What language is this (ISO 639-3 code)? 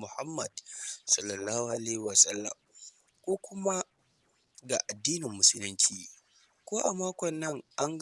hau